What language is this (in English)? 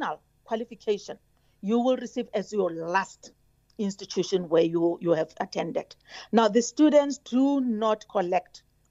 English